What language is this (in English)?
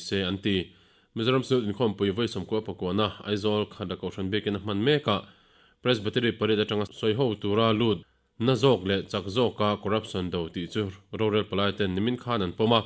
Mizo